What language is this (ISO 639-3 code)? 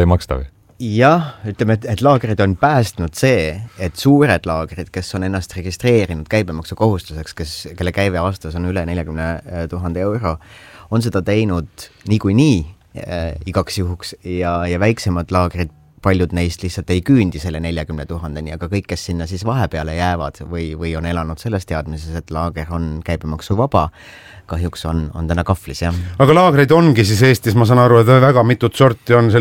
est